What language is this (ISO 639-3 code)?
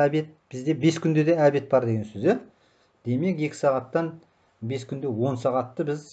kaz